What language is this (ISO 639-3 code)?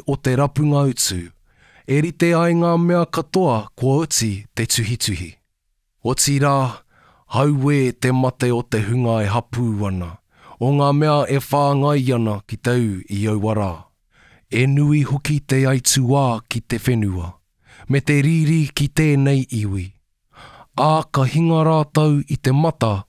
mri